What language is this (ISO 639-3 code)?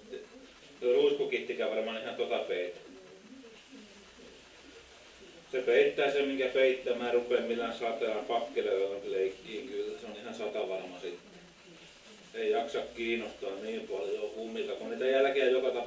fin